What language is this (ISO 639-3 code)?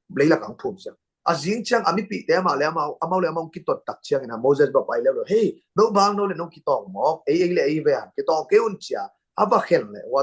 ctd